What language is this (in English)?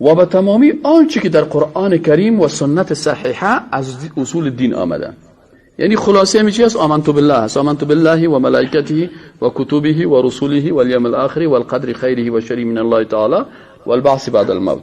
Persian